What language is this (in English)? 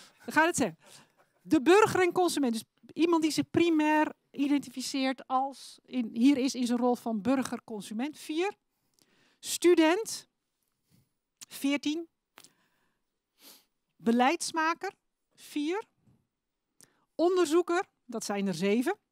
Dutch